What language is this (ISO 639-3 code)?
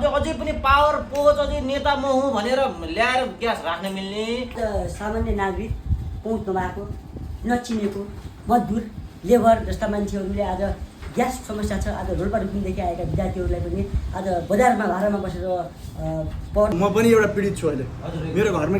nep